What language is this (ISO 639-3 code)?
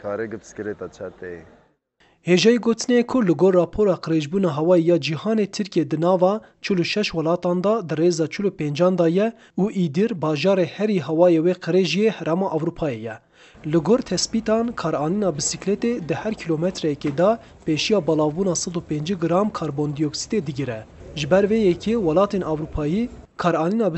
kur